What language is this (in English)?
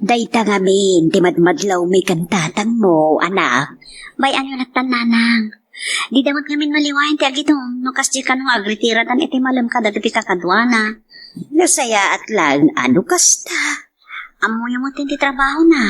Iloko